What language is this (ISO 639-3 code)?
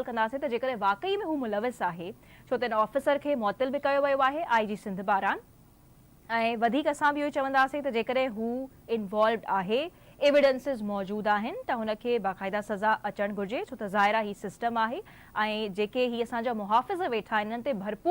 snd